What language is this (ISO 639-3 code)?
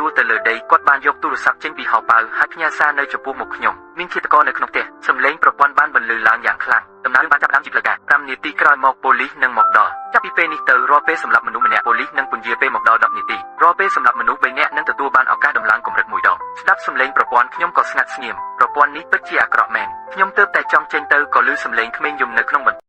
khm